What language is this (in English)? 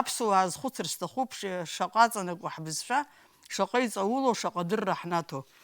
Abkhazian